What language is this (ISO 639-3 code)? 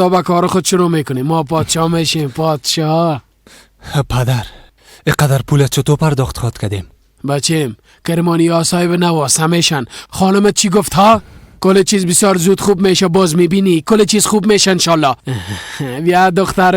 fas